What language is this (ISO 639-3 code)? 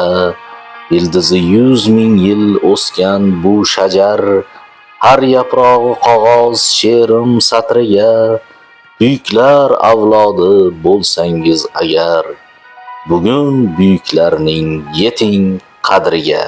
uzb